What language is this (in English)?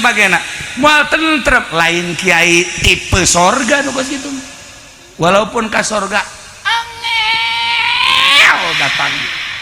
Sundanese